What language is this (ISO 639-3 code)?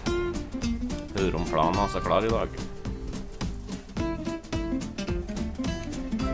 nor